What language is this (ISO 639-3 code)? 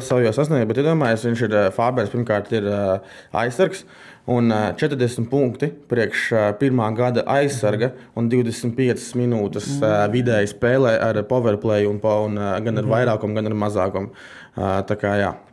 lav